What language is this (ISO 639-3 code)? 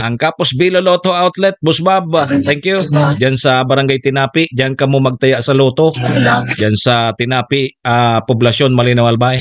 bik